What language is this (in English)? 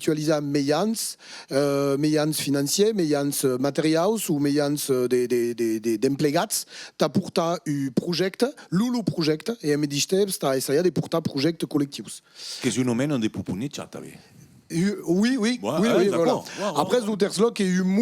Occitan